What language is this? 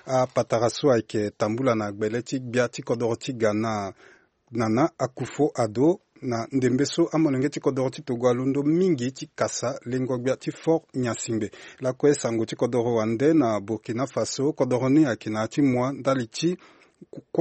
Sango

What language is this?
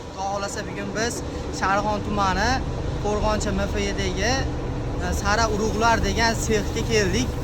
Uzbek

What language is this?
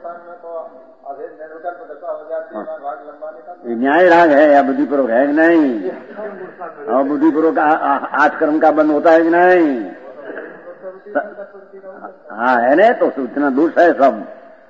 Hindi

